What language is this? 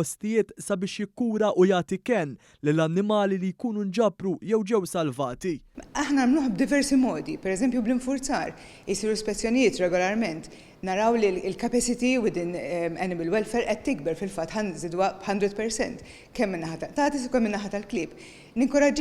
Maltese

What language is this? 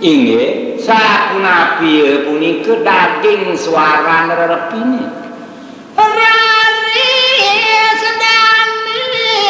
Balinese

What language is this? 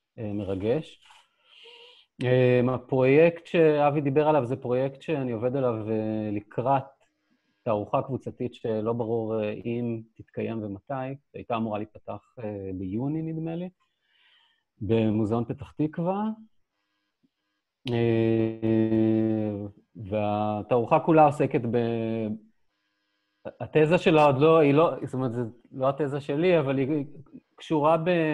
Hebrew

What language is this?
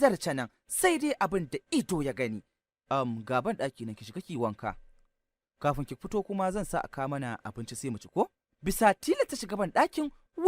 Hausa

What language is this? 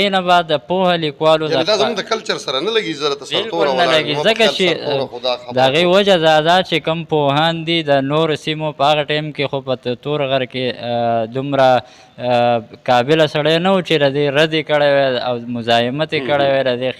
Pashto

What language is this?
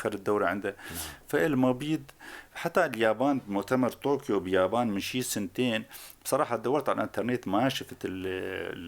North Levantine Arabic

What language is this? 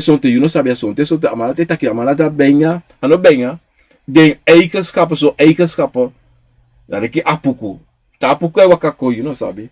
Sranan Tongo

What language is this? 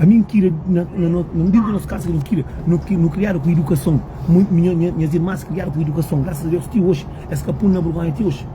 Kabuverdianu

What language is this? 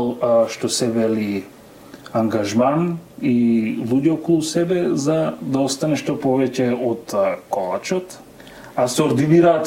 Macedonian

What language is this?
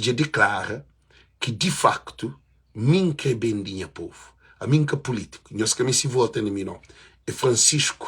Kabuverdianu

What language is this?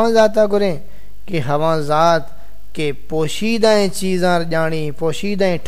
Saraiki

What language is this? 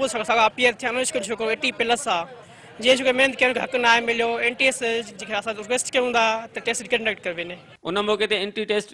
Sindhi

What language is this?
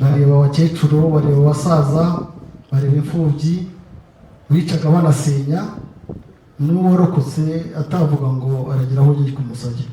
Kinyarwanda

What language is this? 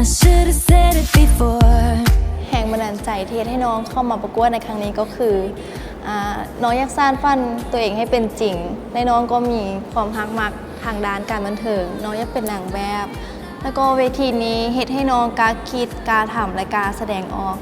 Lao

